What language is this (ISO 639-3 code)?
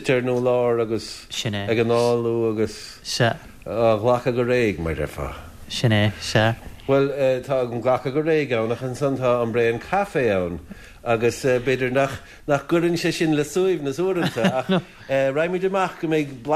gle